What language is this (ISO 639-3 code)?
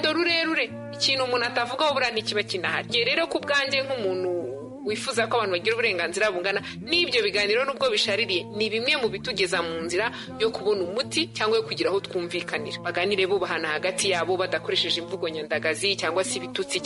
kin